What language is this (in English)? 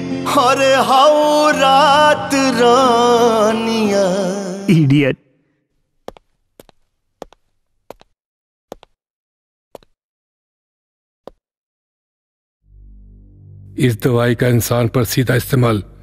Bhojpuri